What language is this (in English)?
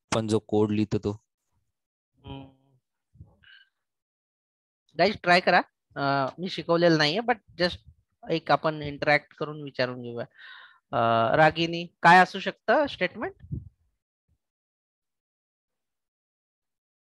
Marathi